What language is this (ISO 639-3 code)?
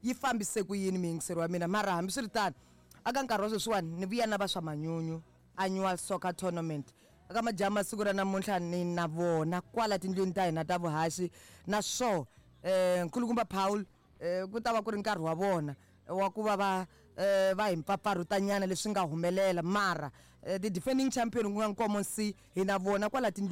tso